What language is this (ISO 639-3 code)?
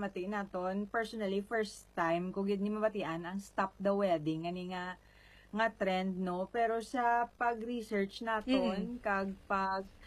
hil